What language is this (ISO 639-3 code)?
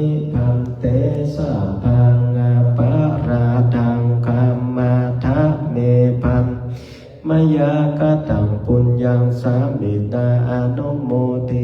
pli